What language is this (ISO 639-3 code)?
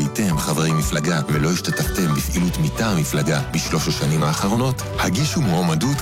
heb